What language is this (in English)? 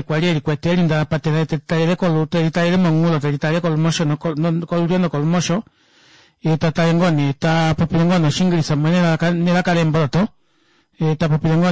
Kuanyama